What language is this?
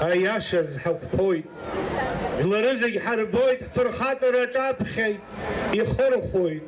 Abkhazian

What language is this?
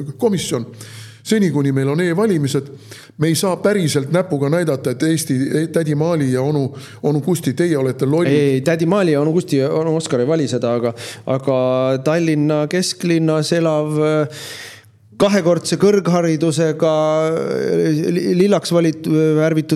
Estonian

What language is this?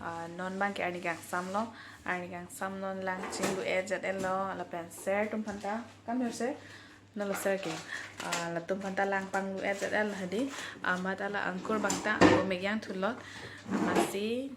Karbi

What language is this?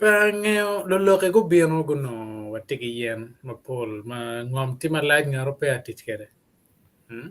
Acoli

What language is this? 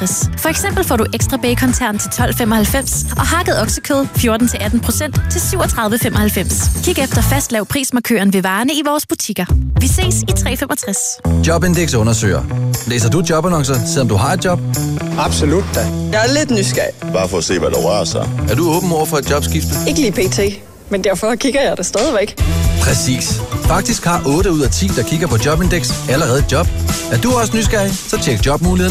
Danish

